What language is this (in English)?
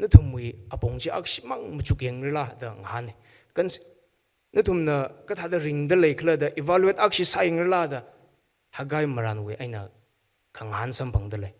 Tangkhul Naga (India)